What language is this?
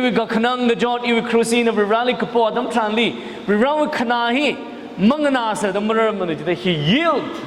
Tangkhul Naga (India)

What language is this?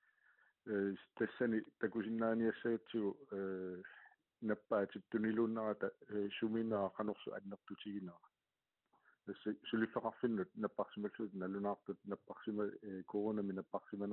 Kalaallisut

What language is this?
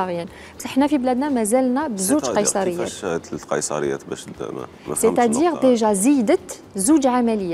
Algerian Arabic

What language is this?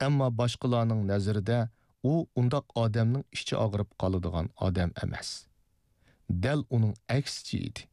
Uyghur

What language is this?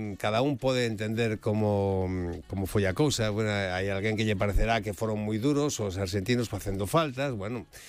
Galician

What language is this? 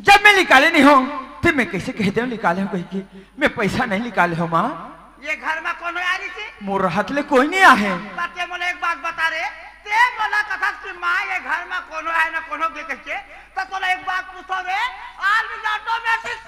Chhattisgarhi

